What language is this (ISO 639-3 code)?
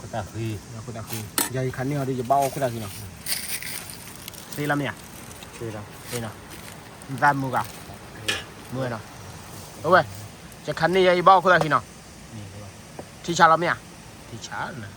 ksw